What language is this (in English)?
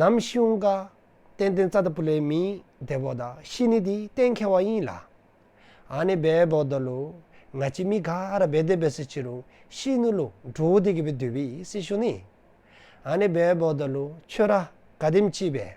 Dzongkha